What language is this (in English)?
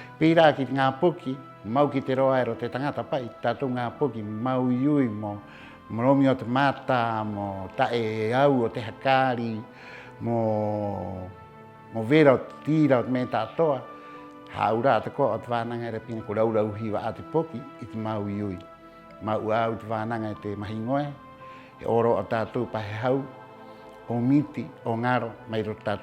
Rapanui